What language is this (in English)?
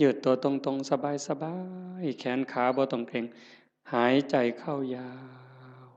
Northeastern Thai